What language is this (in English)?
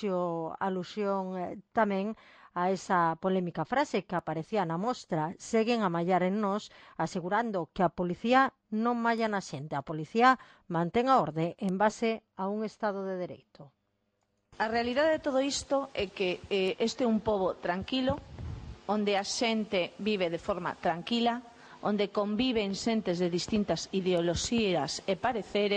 Galician